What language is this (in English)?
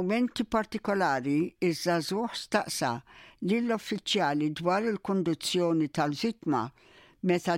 Maltese